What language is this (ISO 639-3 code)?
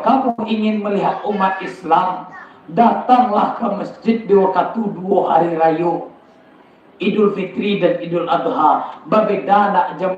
min